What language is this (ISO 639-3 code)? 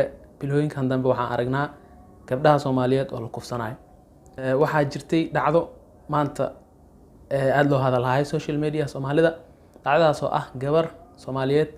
som